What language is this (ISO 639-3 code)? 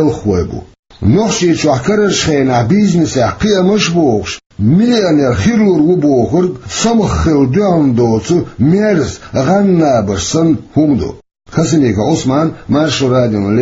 che